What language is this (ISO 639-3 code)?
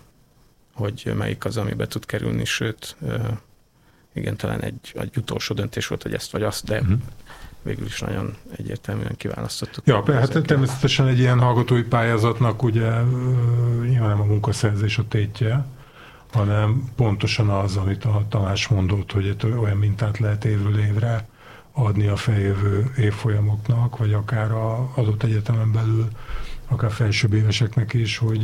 hun